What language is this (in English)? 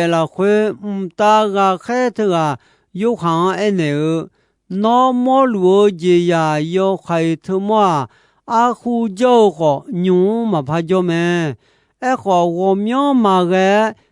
Akha